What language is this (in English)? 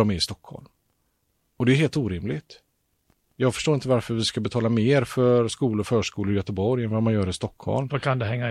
Swedish